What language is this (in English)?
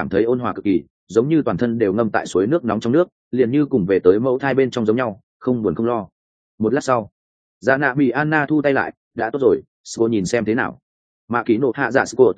Vietnamese